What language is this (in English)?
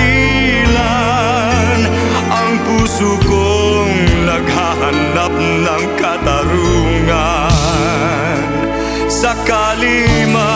Filipino